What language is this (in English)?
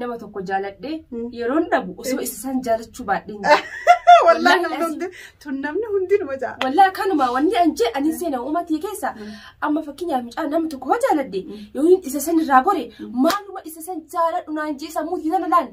Oromo